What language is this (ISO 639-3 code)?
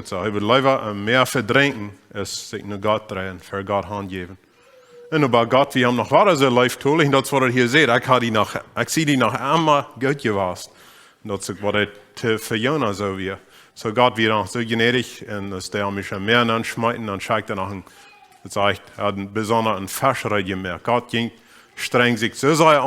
pdt